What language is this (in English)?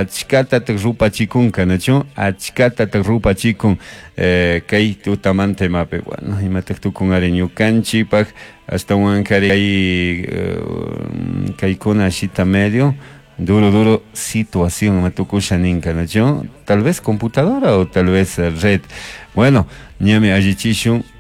Chimborazo Highland Quichua